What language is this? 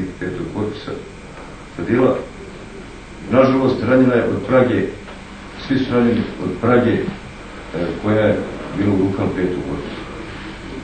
Bosnian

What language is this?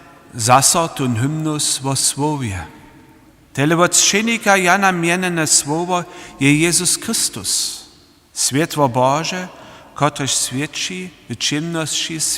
Upper Sorbian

